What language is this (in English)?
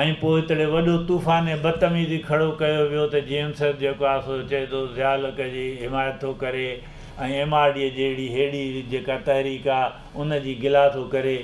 Sindhi